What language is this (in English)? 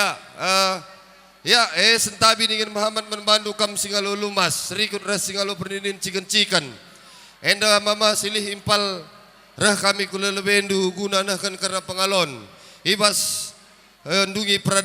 Batak Karo